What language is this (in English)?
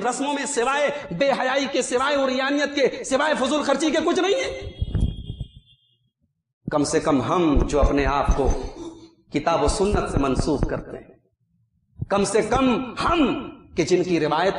Urdu